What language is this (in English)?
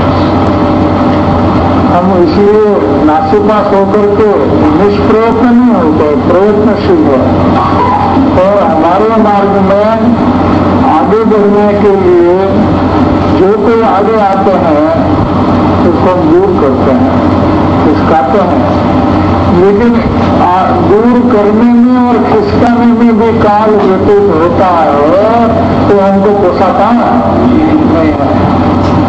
Hindi